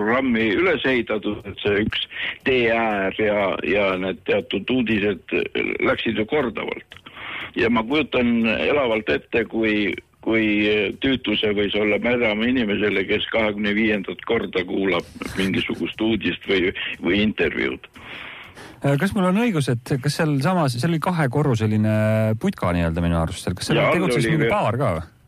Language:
Estonian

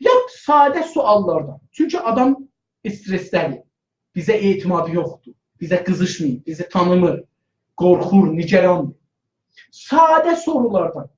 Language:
South Azerbaijani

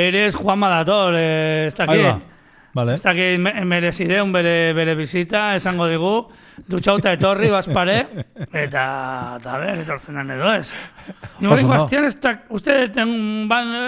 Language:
Basque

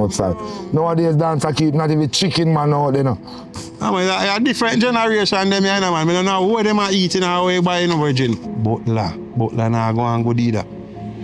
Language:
Jamaican Creole English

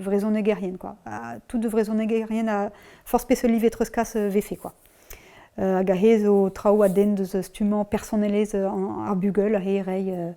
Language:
Breton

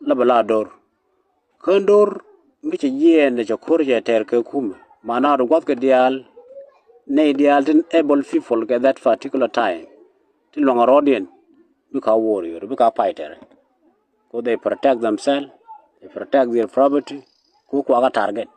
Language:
Nuer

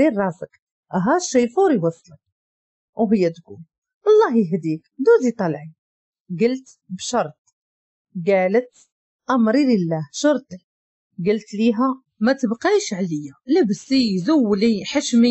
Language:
Moroccan Arabic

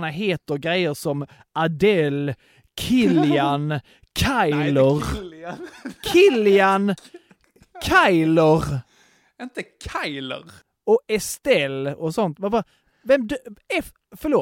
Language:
Swedish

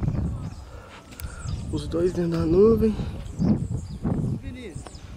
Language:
Portuguese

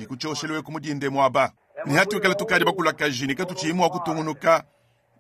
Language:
Luba-Lulua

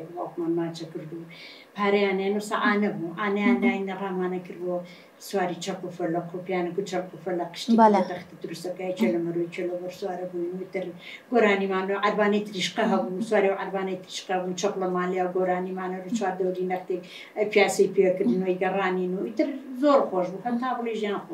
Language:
Central Kurdish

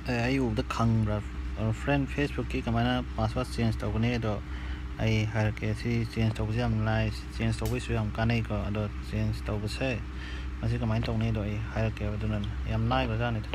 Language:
Manipuri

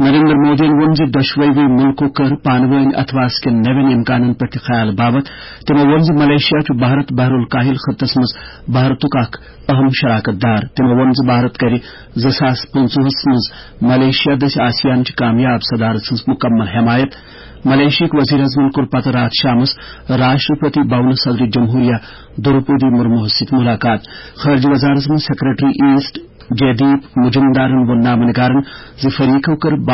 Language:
Kashmiri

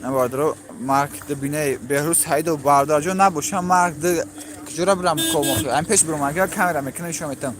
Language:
Tajik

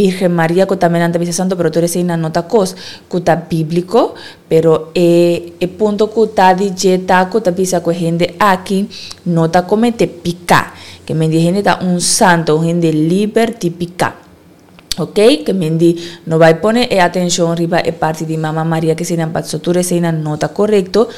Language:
Papiamento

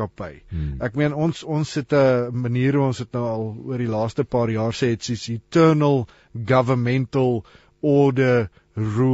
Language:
Afrikaans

